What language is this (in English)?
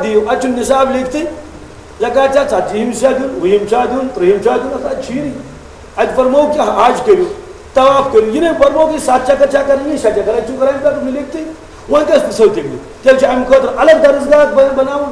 Kashmiri